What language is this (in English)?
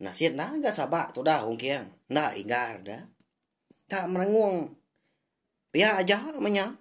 Iban